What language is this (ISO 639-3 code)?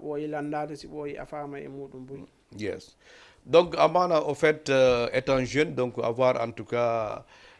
ful